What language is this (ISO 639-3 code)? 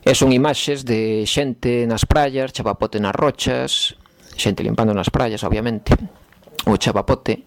glg